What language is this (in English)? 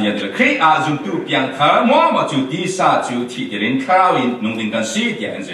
Falam Chin